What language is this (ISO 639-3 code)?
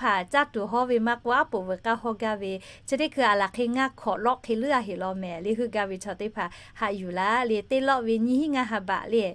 lhu